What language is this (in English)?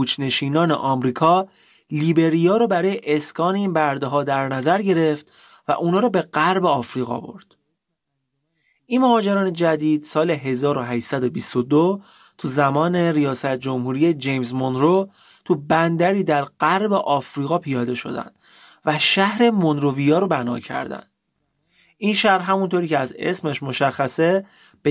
Persian